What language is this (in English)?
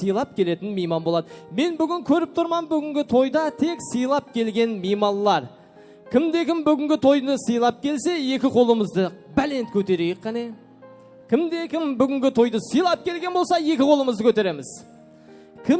Kara-Kalpak